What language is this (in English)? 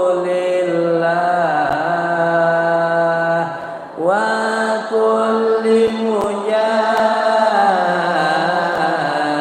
Musi